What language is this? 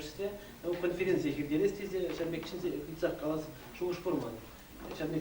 Chuvash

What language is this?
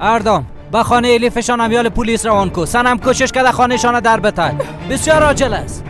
Persian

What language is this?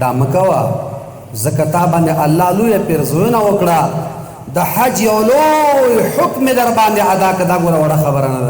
Pashto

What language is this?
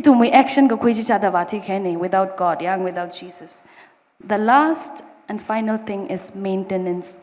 Tangkhul Naga (India)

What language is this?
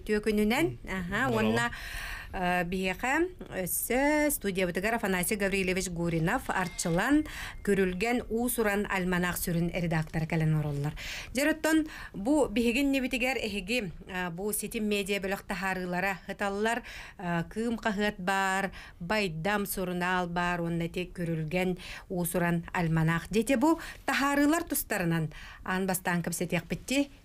Yakut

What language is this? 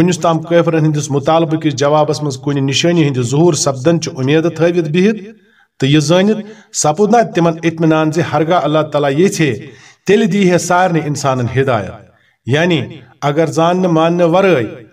Kashmiri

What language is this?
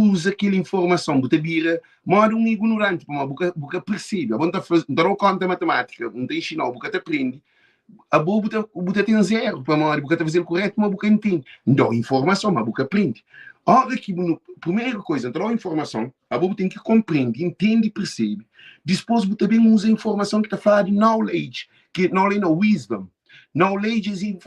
Kabuverdianu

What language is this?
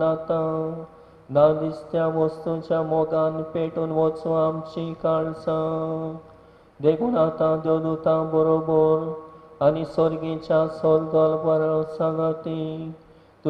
Konkani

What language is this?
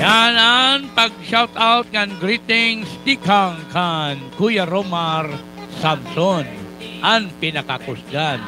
Waray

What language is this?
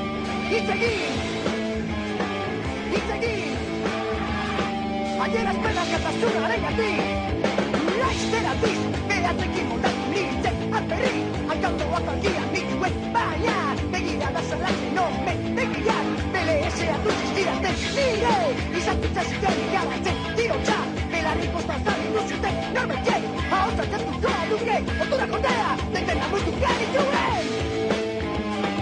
Basque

